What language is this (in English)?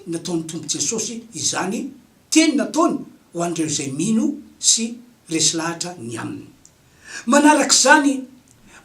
Malagasy